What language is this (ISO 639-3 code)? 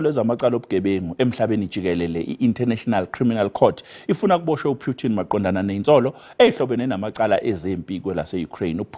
zul